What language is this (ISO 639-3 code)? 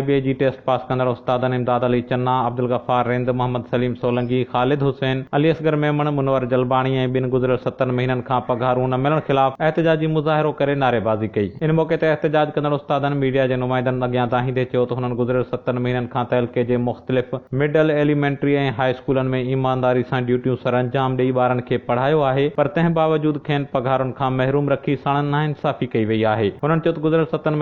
snd